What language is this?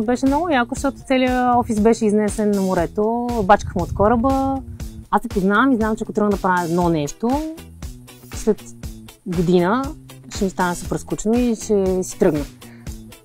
Bulgarian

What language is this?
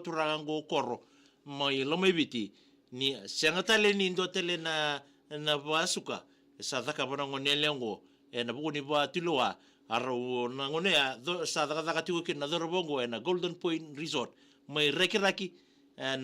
Fijian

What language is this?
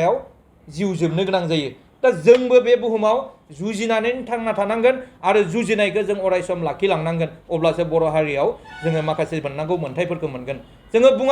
Bodo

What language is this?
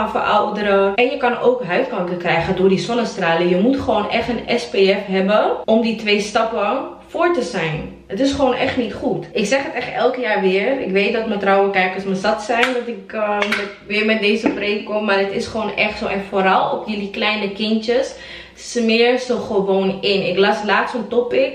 Dutch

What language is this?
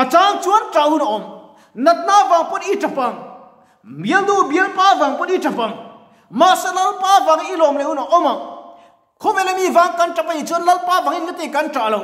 Mizo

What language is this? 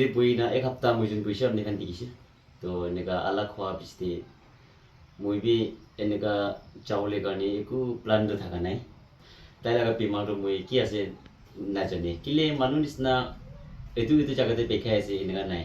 Naga Pidgin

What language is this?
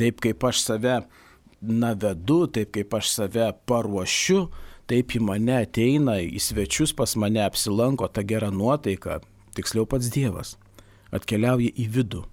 Lithuanian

